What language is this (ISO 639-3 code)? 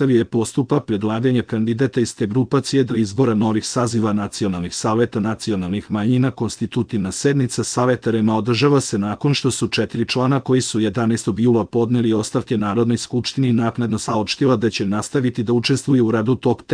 srp